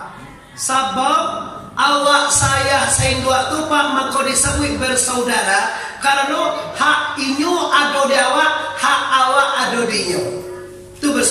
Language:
Minangkabau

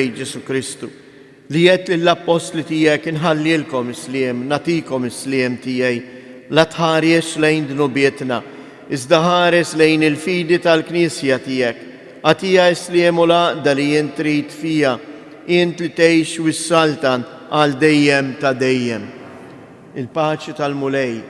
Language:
Maltese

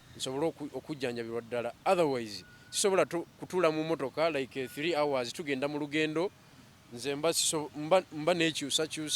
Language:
Ganda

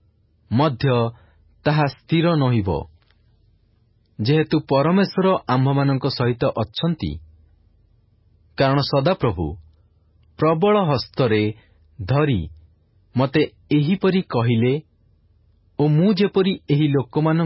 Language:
Odia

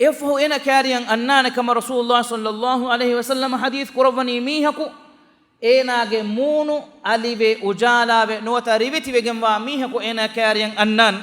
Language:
Divehi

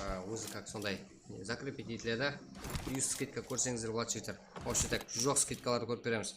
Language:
Kara-Kalpak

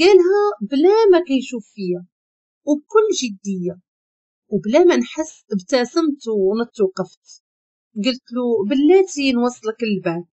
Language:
Moroccan Arabic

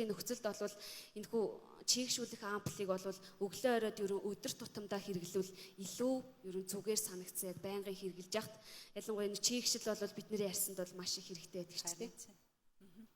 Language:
Mongolian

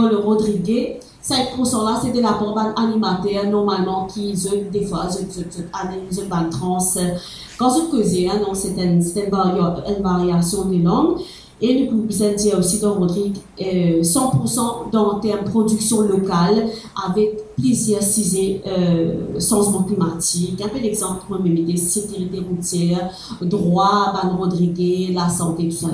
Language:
Morisyen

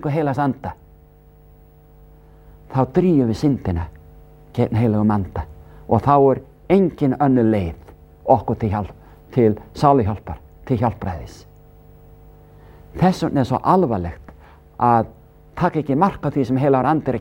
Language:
Icelandic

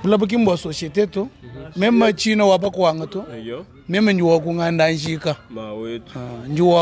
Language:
Luba-Lulua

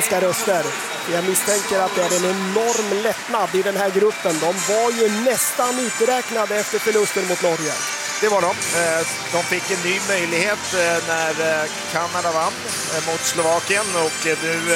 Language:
Swedish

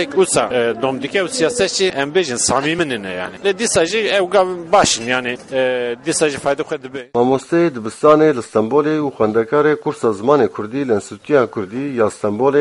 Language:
Kurdish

